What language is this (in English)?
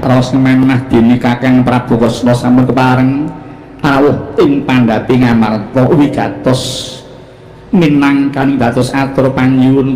Javanese